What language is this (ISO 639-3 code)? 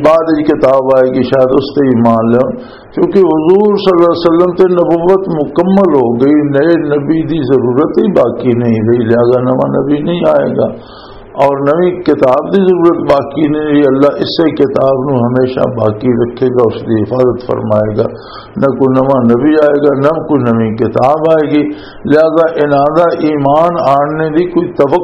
lah